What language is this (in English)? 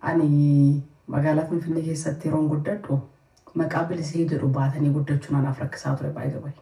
Oromo